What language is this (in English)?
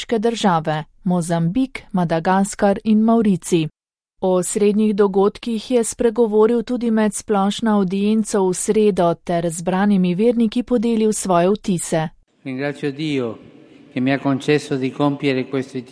Slovenian